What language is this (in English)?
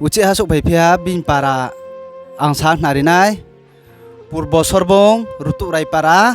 Riang (India)